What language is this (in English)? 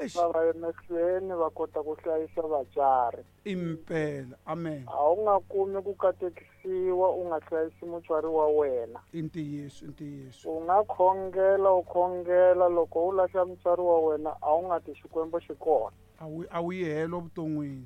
Tsonga